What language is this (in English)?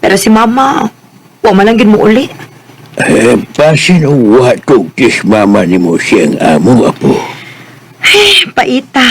Cebuano